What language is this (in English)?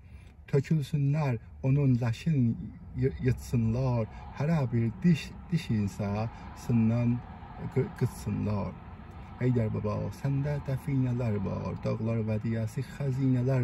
South Azerbaijani